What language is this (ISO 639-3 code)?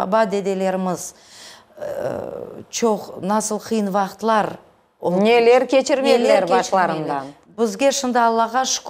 crh